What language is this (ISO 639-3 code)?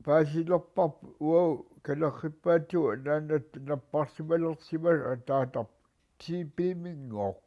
kal